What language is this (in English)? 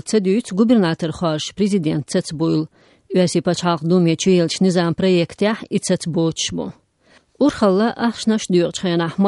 Chechen